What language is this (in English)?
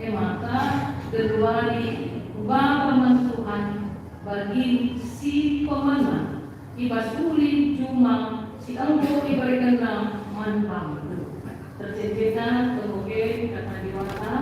Batak Karo